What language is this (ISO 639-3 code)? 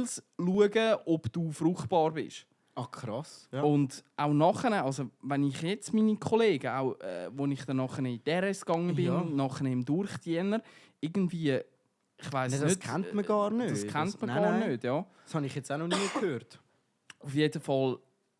gsw